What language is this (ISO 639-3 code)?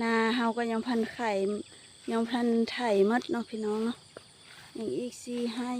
lao